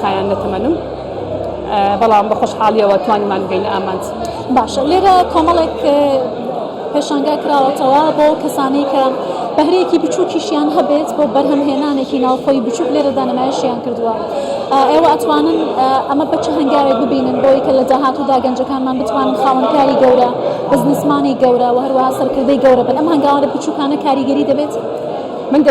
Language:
Central Kurdish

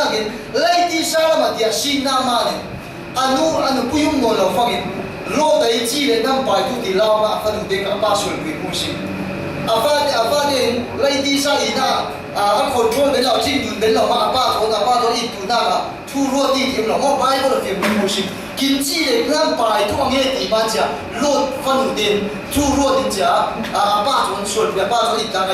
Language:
Falam Chin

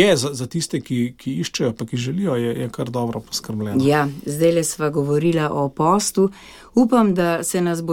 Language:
Slovenian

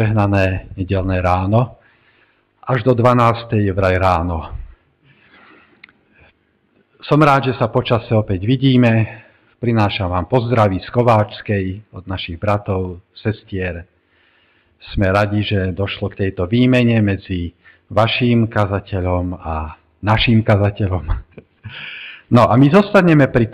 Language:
Slovak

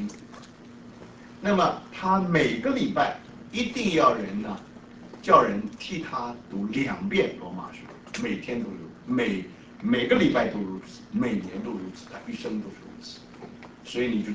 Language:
Chinese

